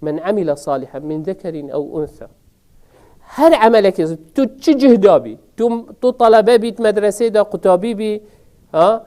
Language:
Kurdish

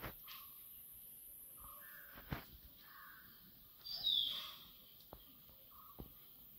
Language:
Malayalam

